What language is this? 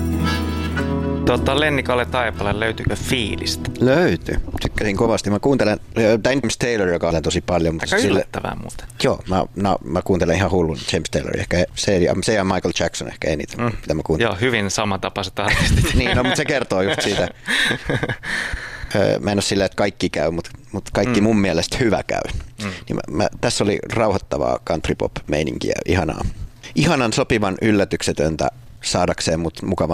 Finnish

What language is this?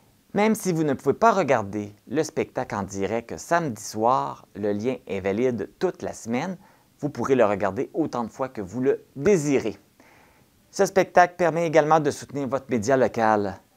French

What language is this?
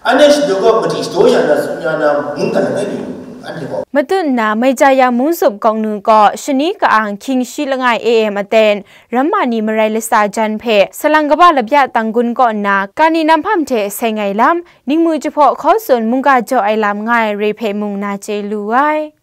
Kachin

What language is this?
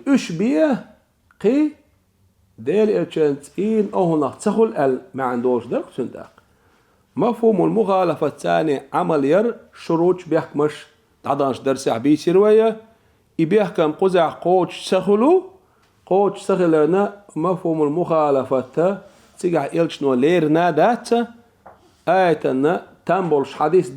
Chechen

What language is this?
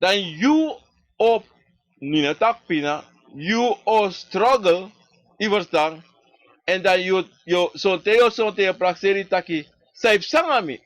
Sranan Tongo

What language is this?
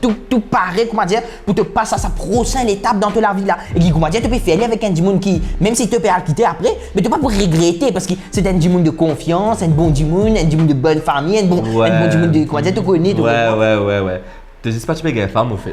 Morisyen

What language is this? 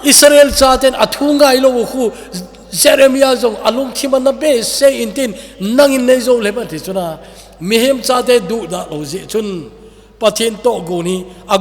Thado Chin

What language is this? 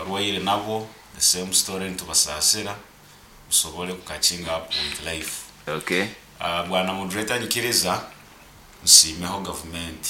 Nyoro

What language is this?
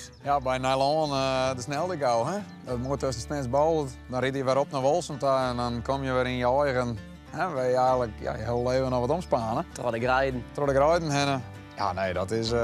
Western Frisian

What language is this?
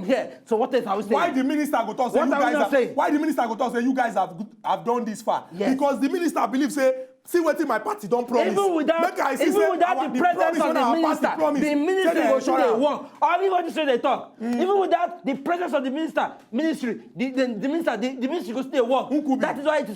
Nigerian Pidgin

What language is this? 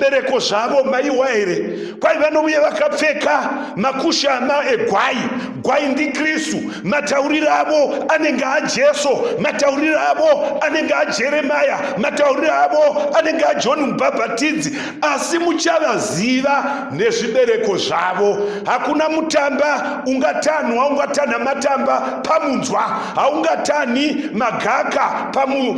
Shona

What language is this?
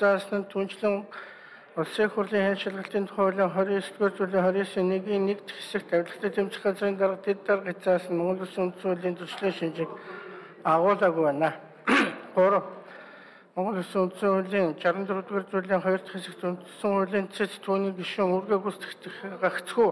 Mongolian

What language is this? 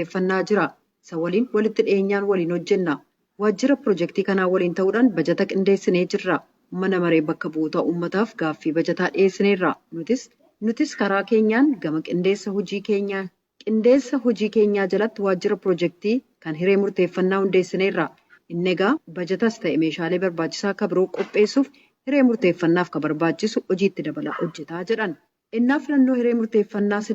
Oromo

